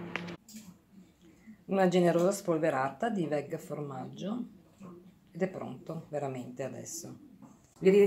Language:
Italian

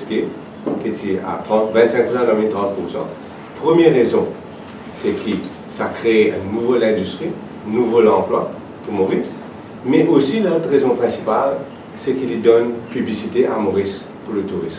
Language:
Morisyen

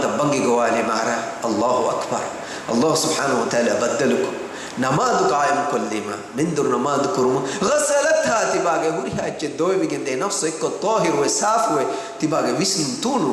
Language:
Divehi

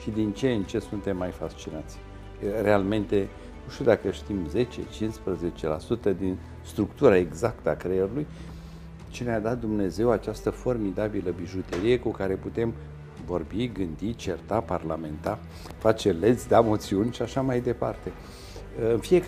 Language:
Romanian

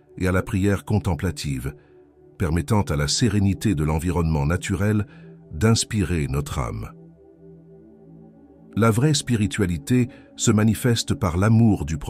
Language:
French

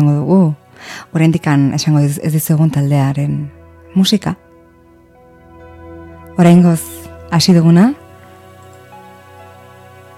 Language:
Basque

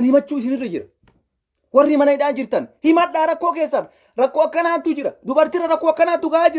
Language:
Oromo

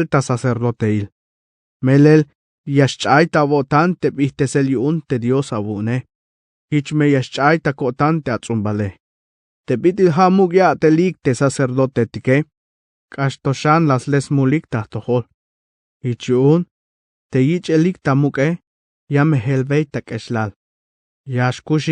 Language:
Tzeltal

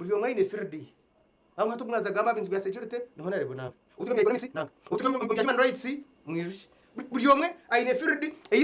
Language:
Nyankole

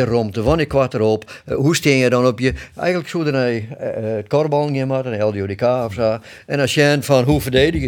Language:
Western Frisian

